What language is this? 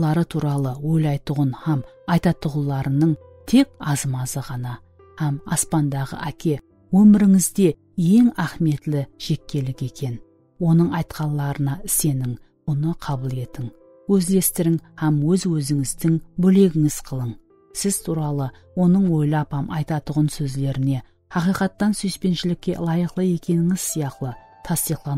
Kara-Kalpak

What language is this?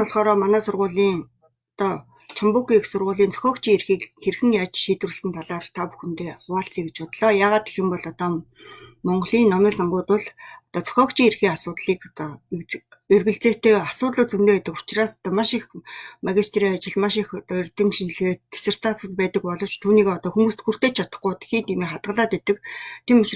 Mongolian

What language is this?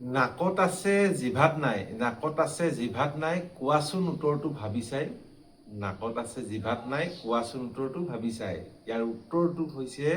Assamese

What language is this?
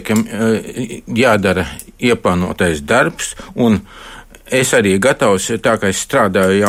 Latvian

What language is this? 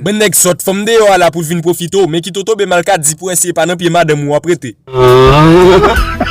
Haitian Creole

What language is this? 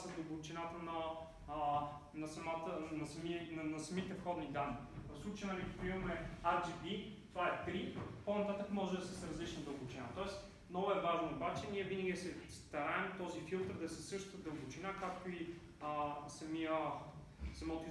Bulgarian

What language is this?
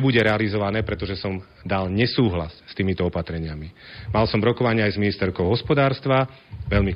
Slovak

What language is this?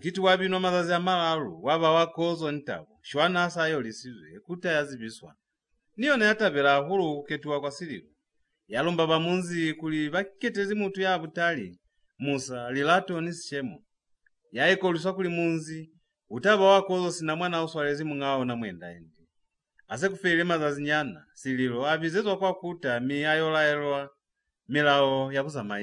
Lozi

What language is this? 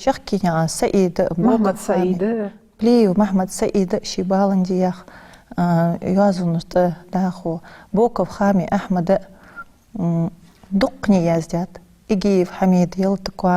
Ingush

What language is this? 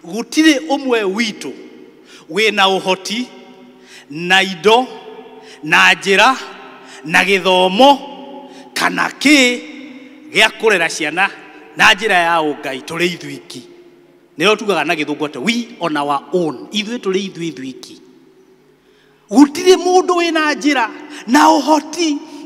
Kikuyu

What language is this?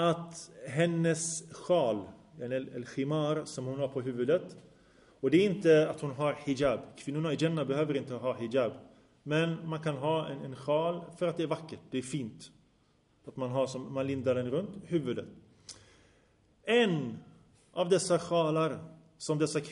Swedish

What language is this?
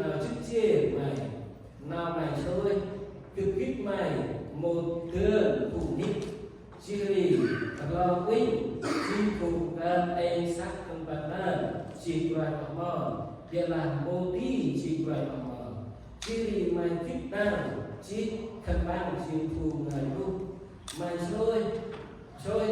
Central Mnong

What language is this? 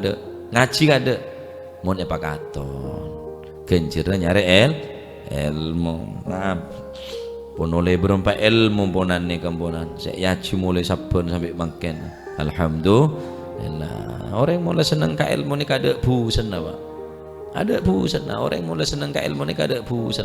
Madurese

